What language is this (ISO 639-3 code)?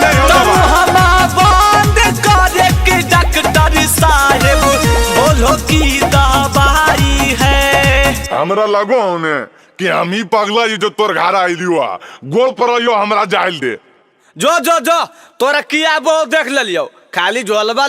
mag